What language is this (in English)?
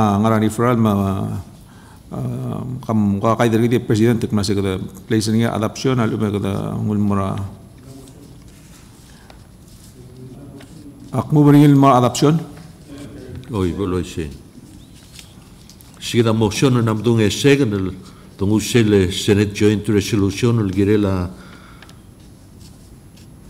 Palauan